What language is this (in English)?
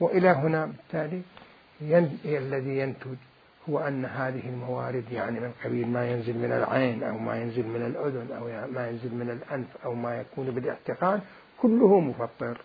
Mesopotamian Arabic